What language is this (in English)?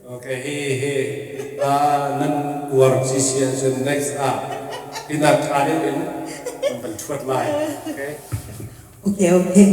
Hakha Chin